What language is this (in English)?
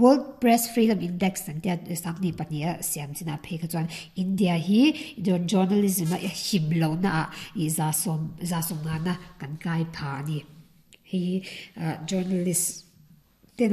Mizo